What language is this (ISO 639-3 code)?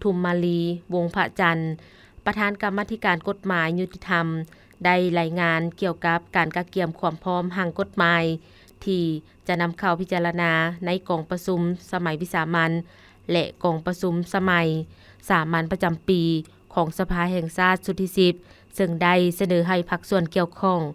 lao